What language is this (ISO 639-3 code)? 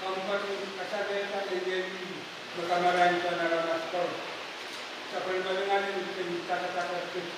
pon